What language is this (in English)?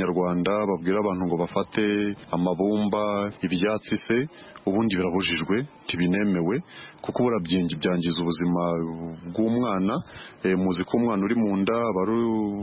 Kinyarwanda